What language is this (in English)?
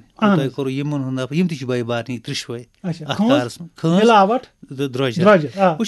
Kashmiri